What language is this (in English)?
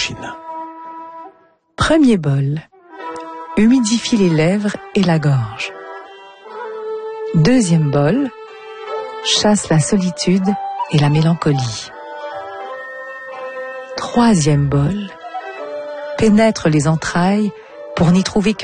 French